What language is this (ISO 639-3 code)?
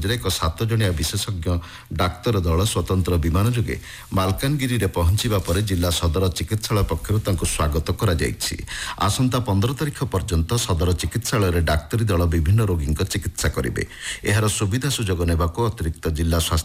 ori